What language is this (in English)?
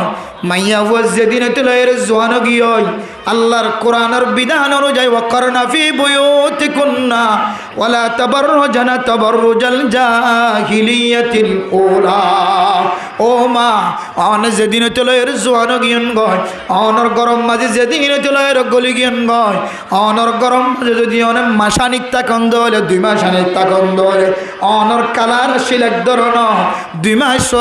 Rohingya